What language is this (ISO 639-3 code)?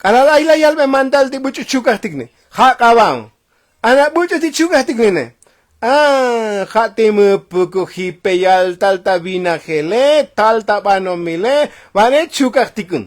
tzo